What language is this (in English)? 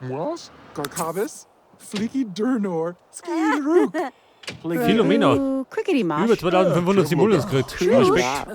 Bavarian